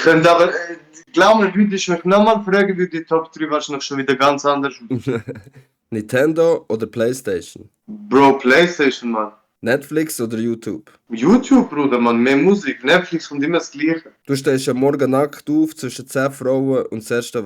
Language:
Swiss German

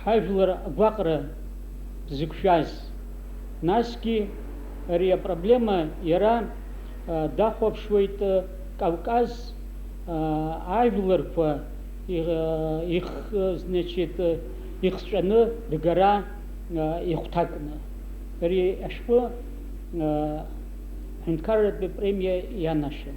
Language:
Abkhazian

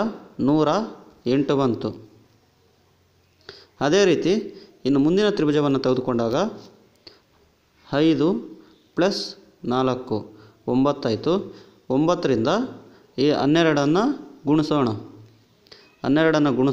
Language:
Kannada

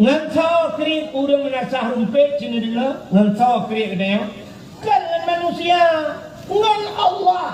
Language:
Achinese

